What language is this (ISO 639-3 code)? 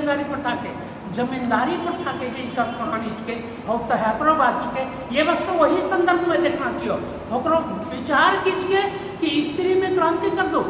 anp